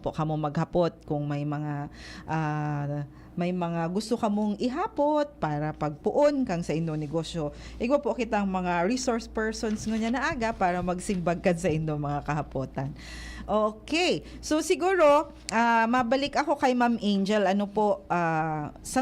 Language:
Bikol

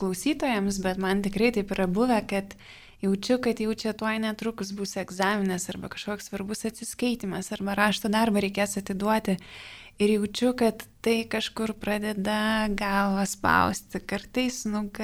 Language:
Lithuanian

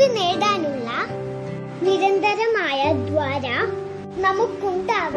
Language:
Malayalam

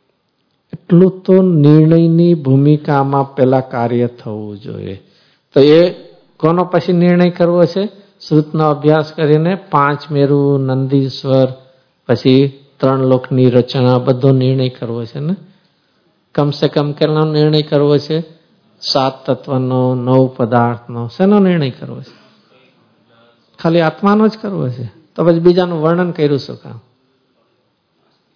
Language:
Gujarati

